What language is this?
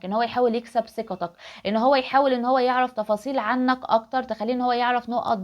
Egyptian Arabic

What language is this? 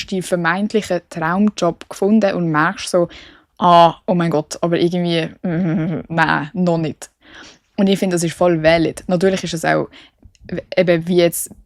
Swiss German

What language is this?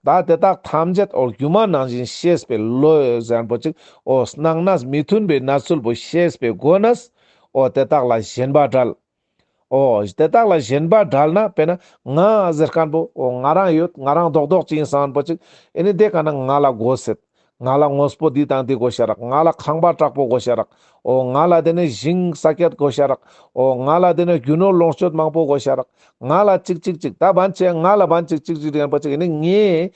Ladakhi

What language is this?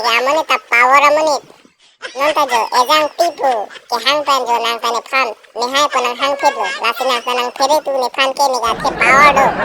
Karbi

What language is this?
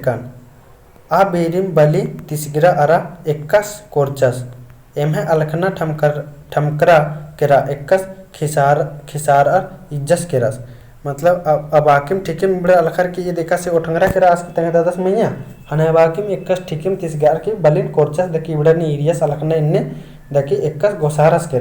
Kurukh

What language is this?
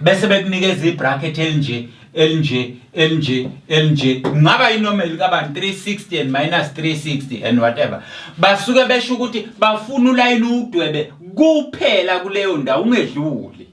Zulu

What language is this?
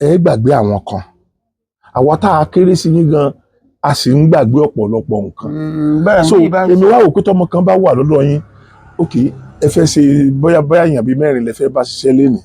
Yoruba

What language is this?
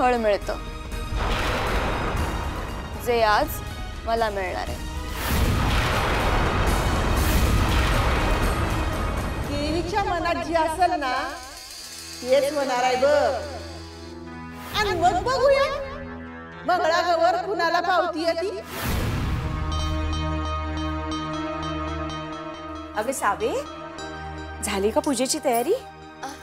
Marathi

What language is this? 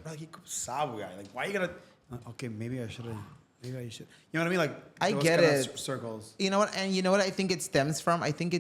Papiamento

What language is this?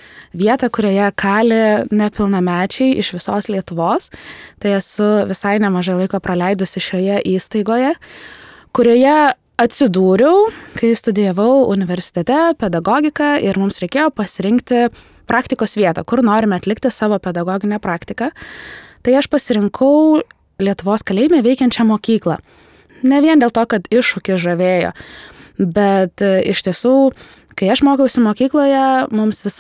Lithuanian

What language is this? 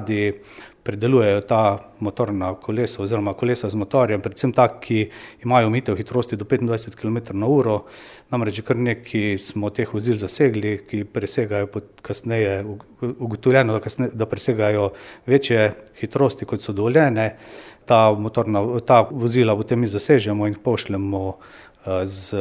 Slovenian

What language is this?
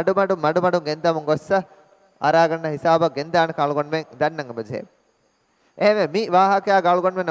Divehi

